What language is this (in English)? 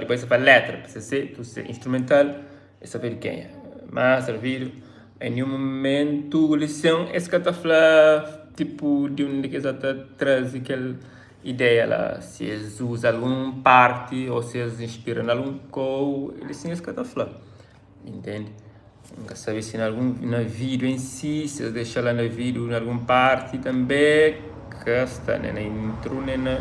Kabuverdianu